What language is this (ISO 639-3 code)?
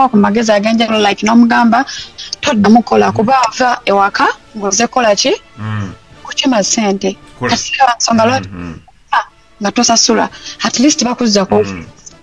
lug